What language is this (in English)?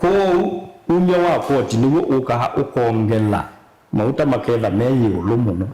Kamba